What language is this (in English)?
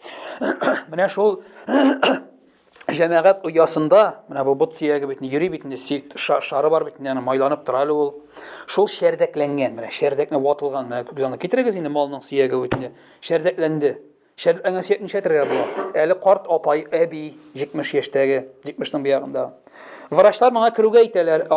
Tatar